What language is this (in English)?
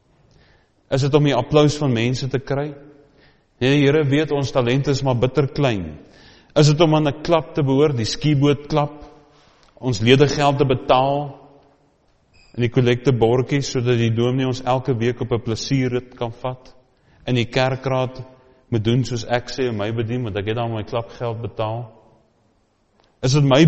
Afrikaans